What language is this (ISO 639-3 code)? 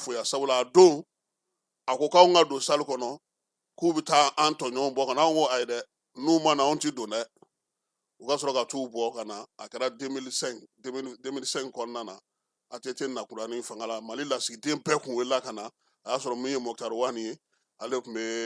bam